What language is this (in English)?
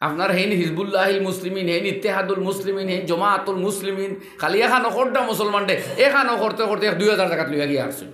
Sylheti